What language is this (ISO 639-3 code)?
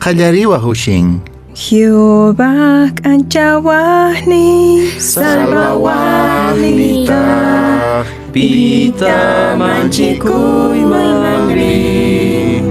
que